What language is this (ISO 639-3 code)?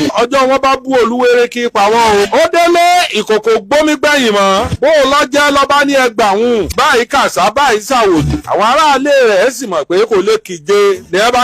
yor